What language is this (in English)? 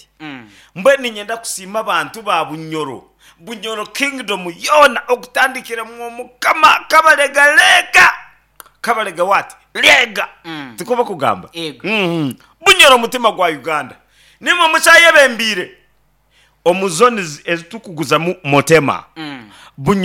Nyankole